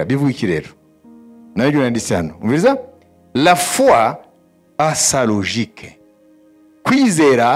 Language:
Kinyarwanda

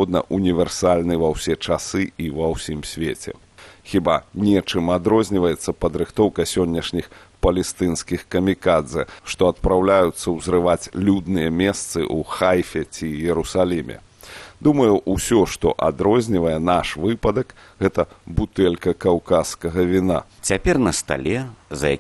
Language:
Belarusian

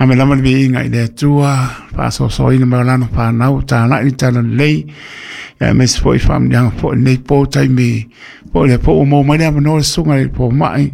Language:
Samoan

